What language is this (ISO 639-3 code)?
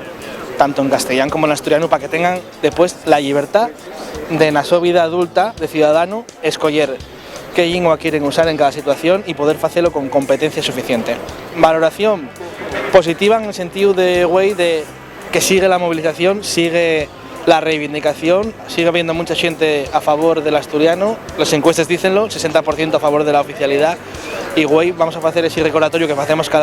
ast